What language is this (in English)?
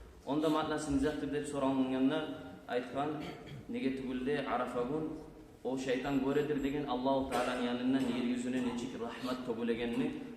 Kumyk